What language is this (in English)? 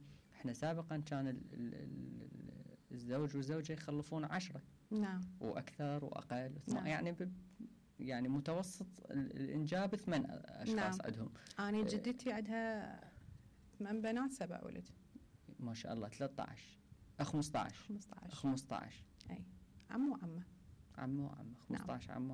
Mesopotamian Arabic